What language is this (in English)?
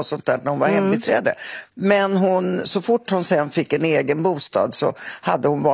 Swedish